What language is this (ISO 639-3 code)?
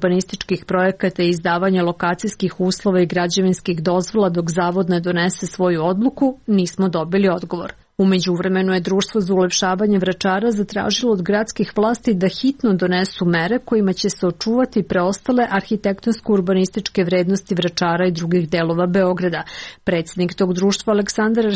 srp